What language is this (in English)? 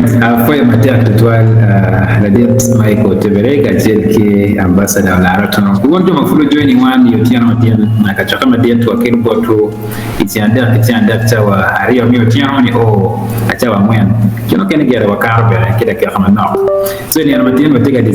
Acoli